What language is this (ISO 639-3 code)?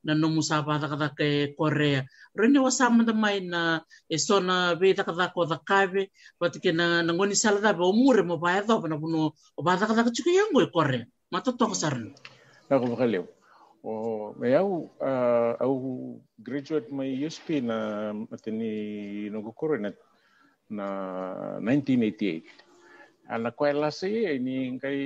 fij